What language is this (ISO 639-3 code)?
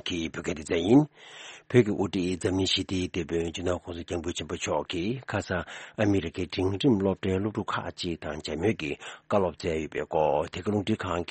bod